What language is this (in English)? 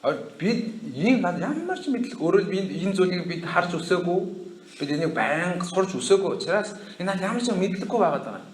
Mongolian